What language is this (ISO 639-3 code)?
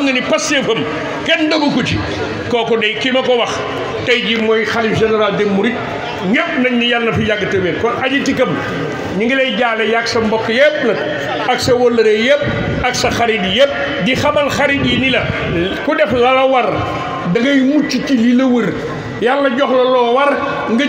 wol